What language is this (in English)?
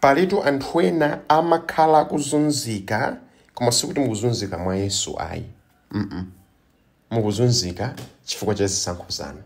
Nyanja